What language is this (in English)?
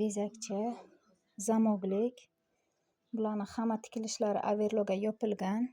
Uzbek